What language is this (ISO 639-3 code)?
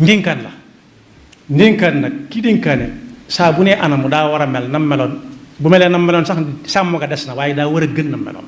wol